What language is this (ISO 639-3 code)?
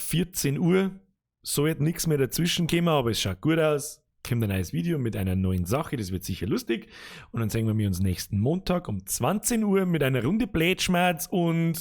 bar